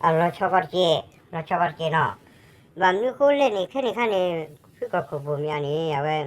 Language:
S'gaw Karen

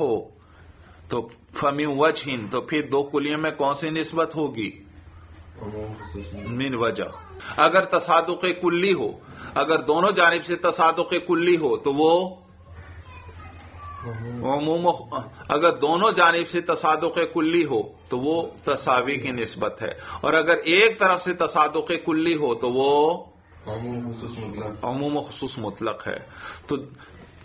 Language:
Urdu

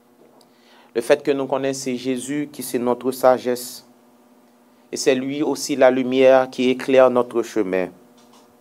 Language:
Haitian Creole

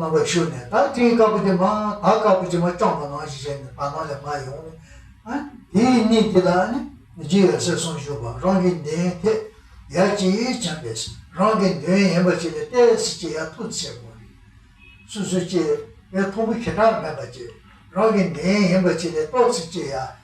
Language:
Tibetan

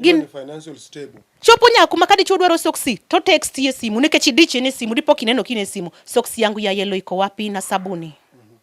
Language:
Luo (Kenya and Tanzania)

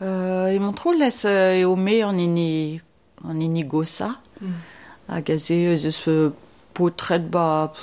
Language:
Breton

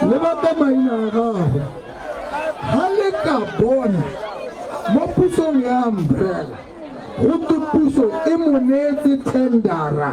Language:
Tswana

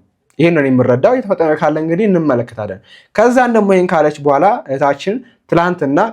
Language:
Amharic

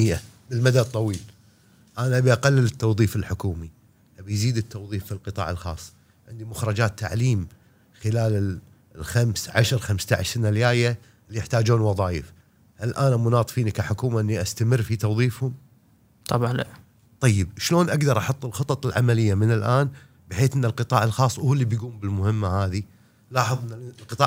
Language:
Gulf Arabic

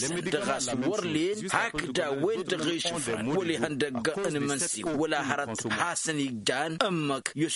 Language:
Tamasheq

